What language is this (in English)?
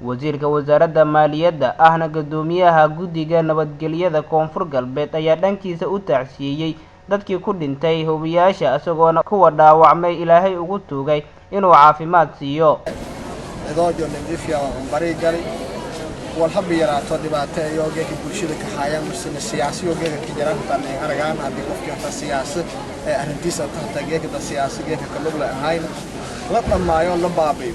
Somali